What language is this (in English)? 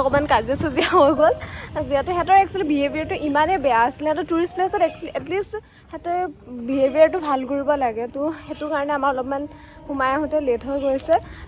Assamese